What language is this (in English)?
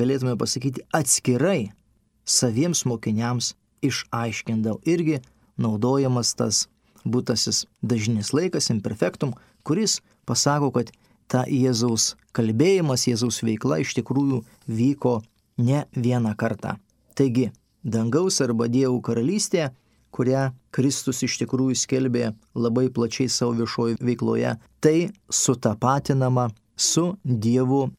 Lithuanian